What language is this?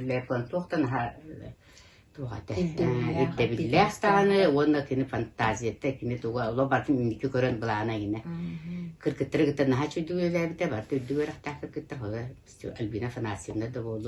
Yakut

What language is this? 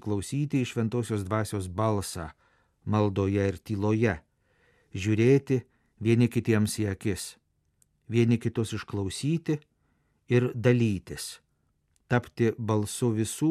Lithuanian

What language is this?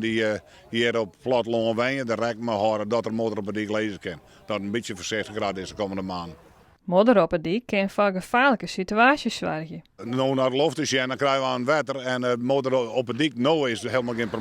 Western Frisian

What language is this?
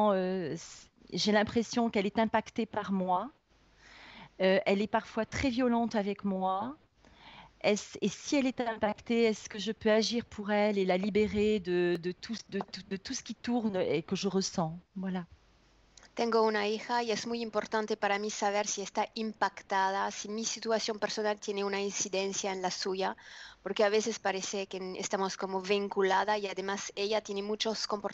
French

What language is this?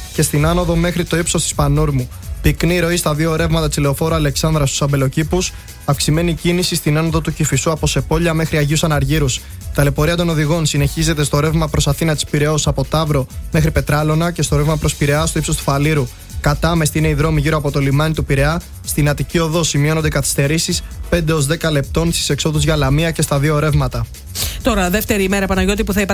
Greek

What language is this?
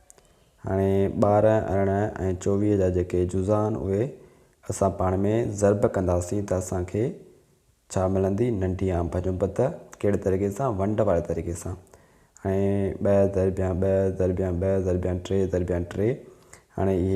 Sindhi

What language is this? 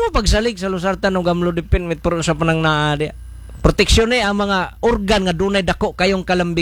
Cebuano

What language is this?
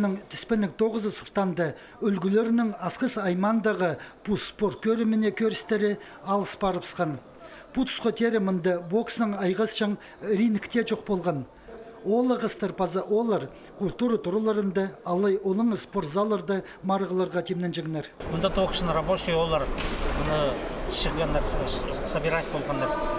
Khakas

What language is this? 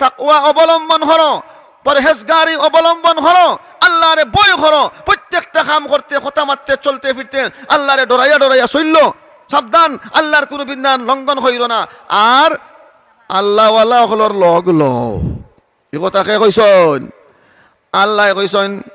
Sylheti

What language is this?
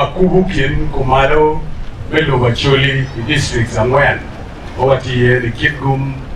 Acoli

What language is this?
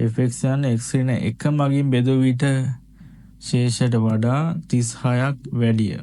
Sinhala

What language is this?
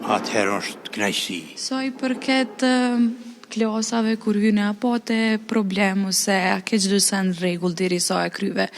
Albanian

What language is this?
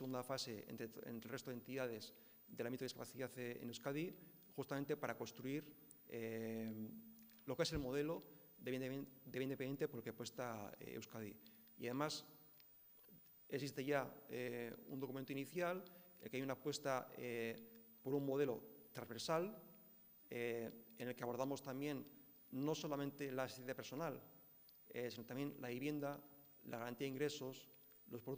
Spanish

